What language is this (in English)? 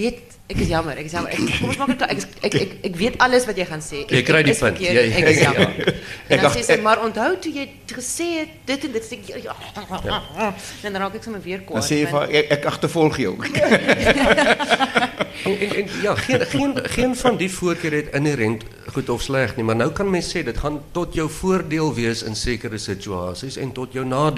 Afrikaans